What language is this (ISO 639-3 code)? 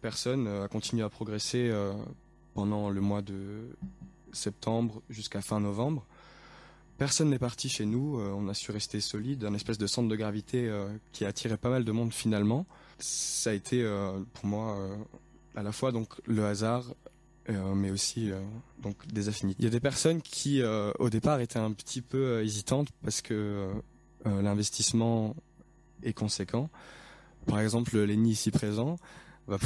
fra